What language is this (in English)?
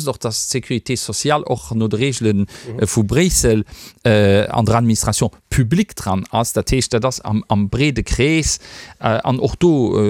Luxembourgish